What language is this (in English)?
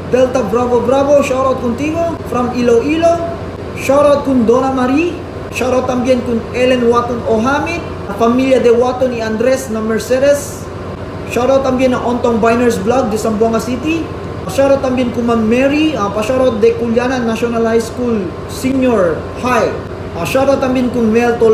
Chavacano